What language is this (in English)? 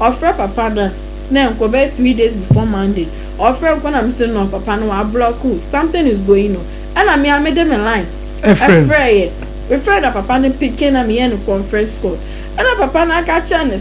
Akan